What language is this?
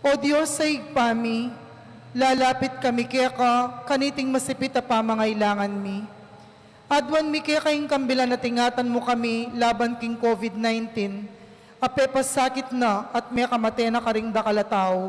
Pampanga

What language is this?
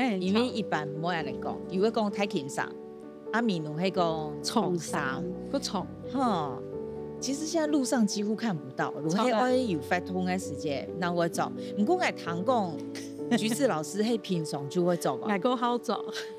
Hakka Chinese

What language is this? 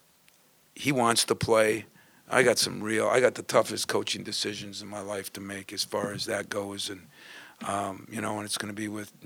English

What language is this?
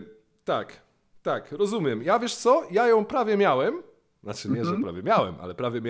Polish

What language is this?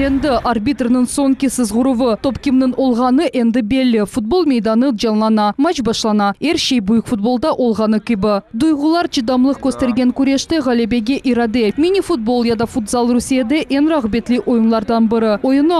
Crimean Tatar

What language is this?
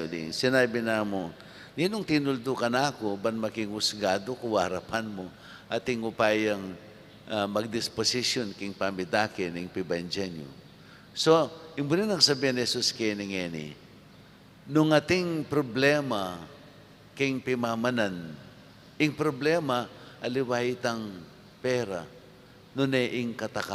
Pampanga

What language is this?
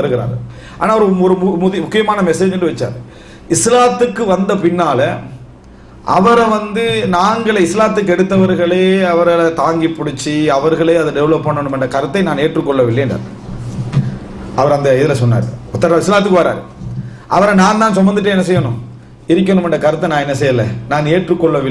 Tamil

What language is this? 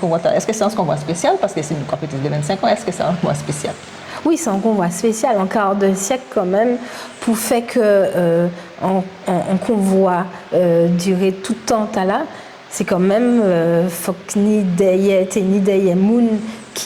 Guadeloupean Creole French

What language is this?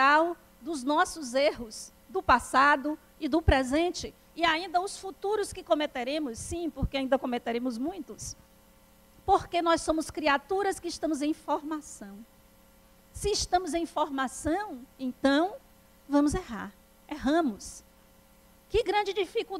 Portuguese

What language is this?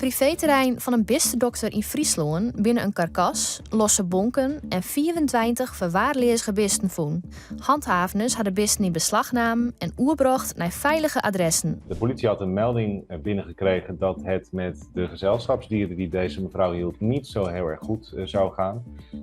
Western Frisian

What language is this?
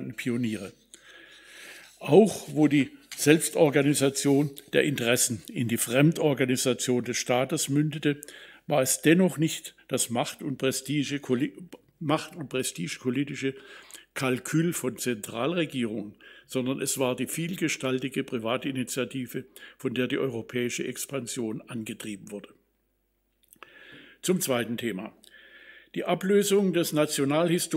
German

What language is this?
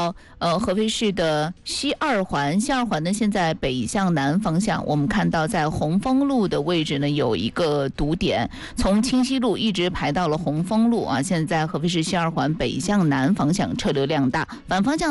Chinese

